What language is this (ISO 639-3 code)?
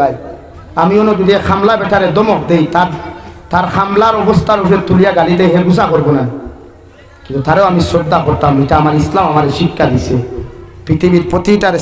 syl